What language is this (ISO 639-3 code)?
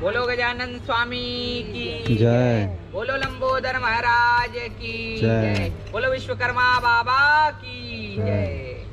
hne